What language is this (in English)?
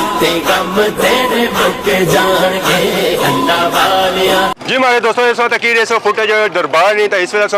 Pahari-Potwari